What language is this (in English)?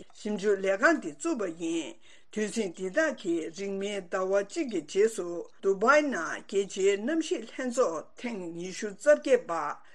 Tibetan